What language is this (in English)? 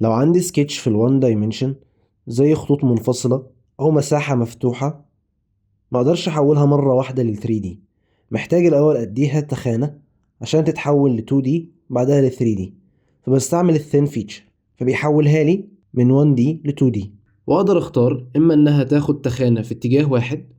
Egyptian Arabic